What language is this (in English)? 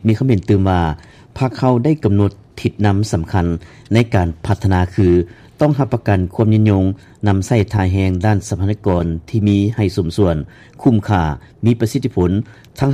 Lao